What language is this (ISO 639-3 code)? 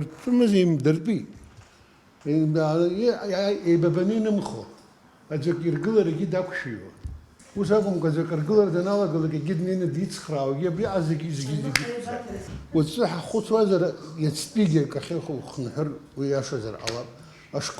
abk